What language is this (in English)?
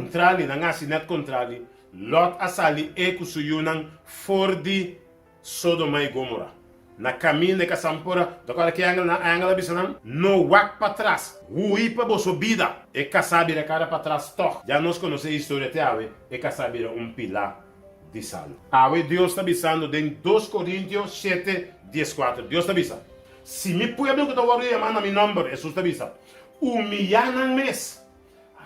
Papiamento